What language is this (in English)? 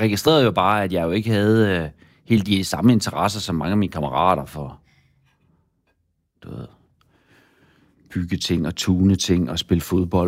Danish